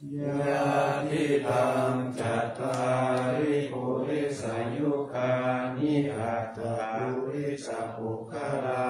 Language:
Pali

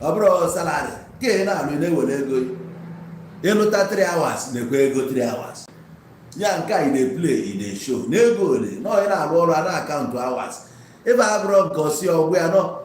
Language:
Igbo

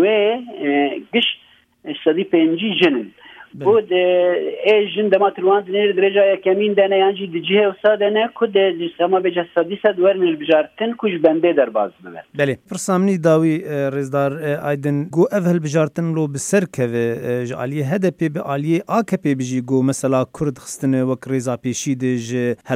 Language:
Kurdish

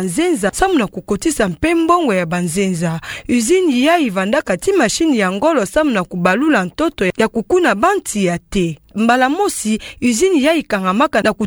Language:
Kituba (Democratic Republic of Congo)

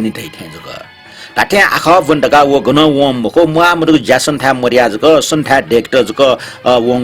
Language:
Newari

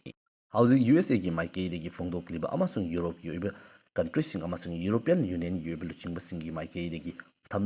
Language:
Manipuri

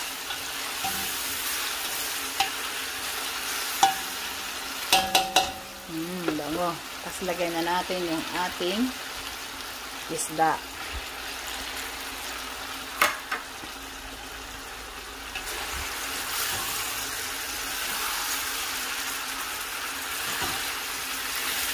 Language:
Filipino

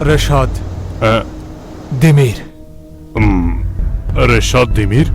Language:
Persian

